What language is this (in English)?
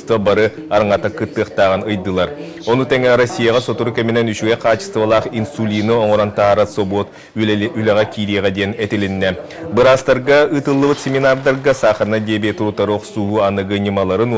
Yakut